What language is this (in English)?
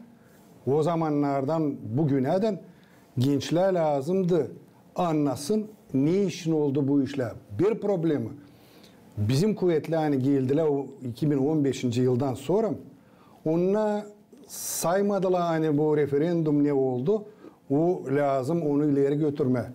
Gagauz